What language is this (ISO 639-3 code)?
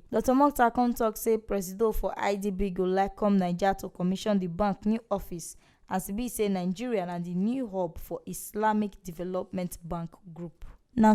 pcm